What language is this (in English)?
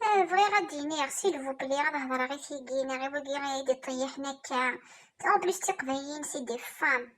Kabyle